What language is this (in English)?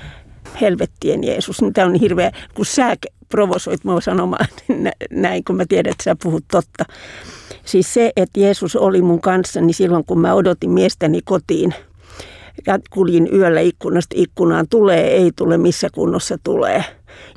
Finnish